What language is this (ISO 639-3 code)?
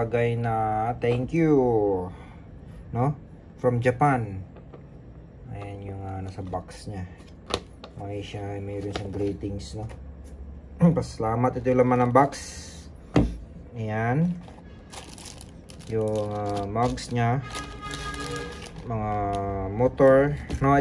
fil